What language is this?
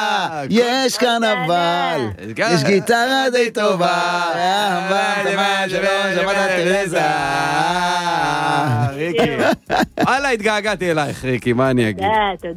Hebrew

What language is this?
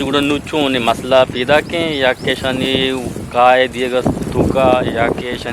Eastern Balochi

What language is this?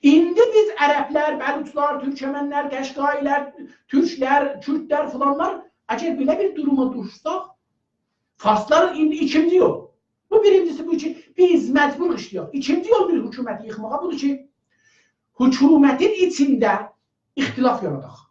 South Azerbaijani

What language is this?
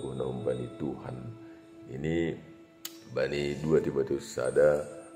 Batak Simalungun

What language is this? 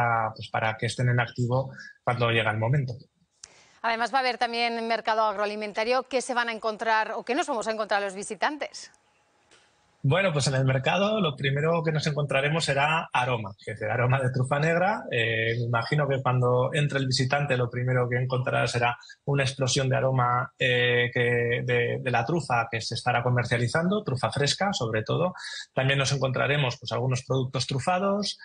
Spanish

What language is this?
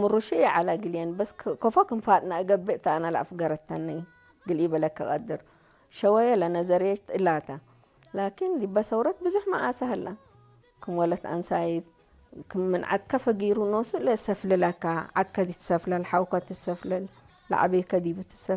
Tigre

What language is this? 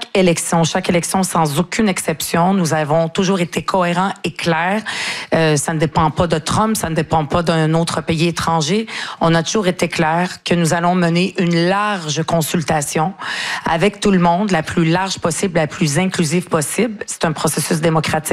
French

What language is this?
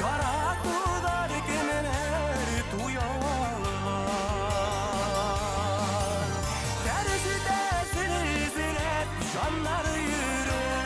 Bashkir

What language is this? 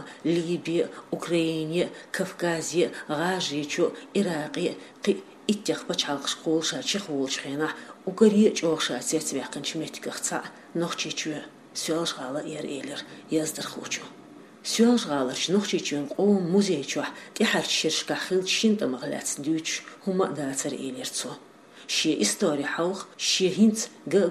Chechen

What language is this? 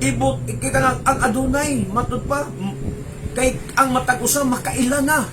Cebuano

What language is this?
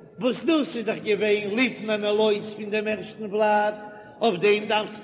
Yiddish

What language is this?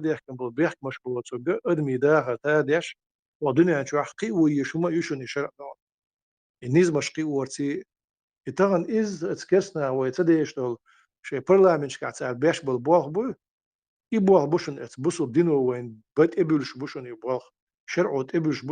Chechen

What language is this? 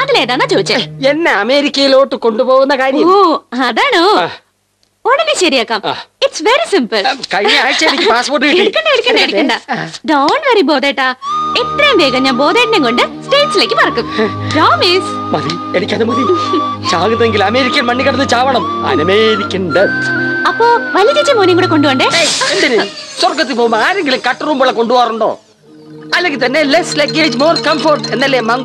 Malayalam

